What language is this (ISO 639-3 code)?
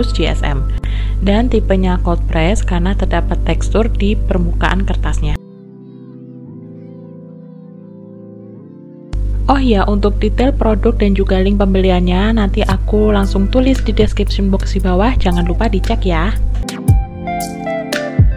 ind